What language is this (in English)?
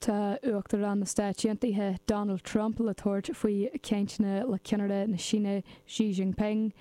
Irish